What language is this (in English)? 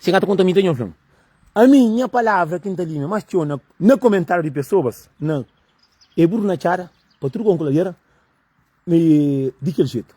Kabuverdianu